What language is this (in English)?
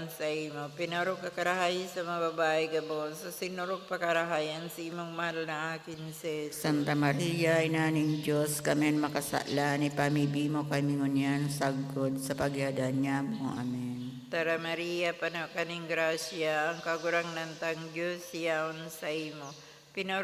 Bikol